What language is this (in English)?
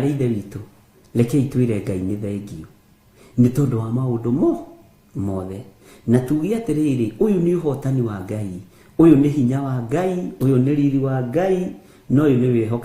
Kikuyu